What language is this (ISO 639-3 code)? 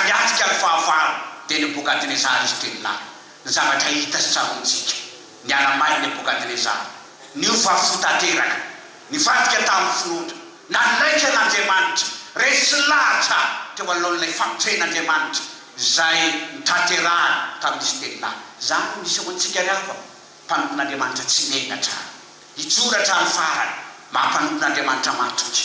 mlg